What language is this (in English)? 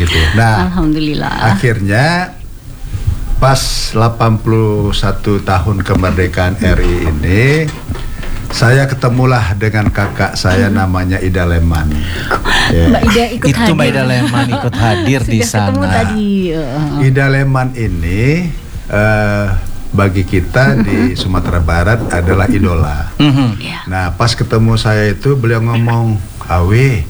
Indonesian